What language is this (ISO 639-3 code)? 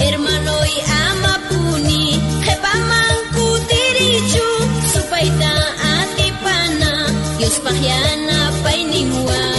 quh